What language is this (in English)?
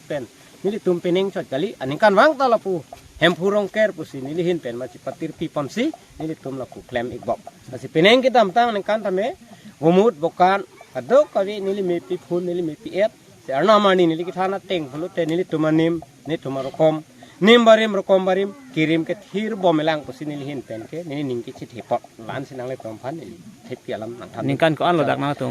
Karbi